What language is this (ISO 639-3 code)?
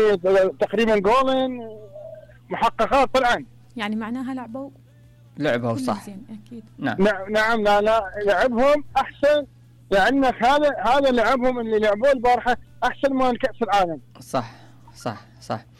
acm